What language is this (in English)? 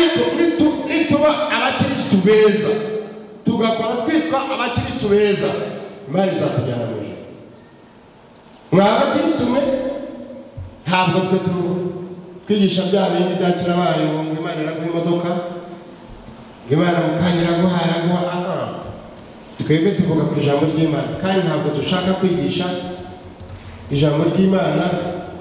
Kinyarwanda